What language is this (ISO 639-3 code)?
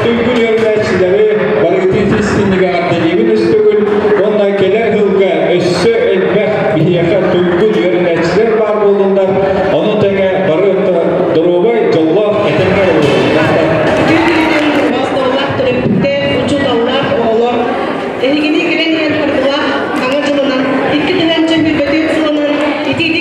sah